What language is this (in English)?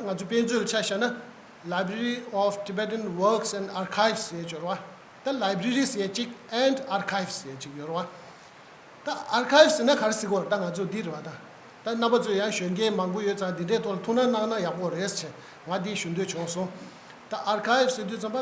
Tibetan